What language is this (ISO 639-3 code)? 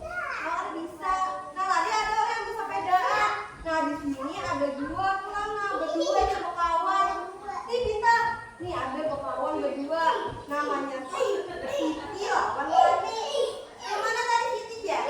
bjn